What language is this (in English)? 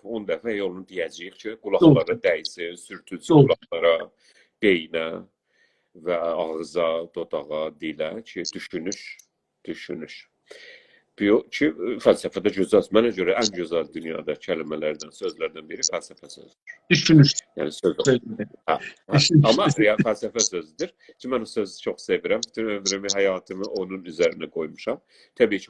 South Azerbaijani